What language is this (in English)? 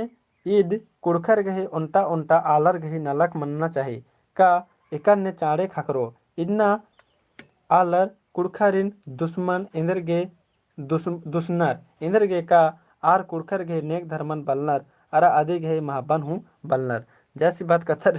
Kurukh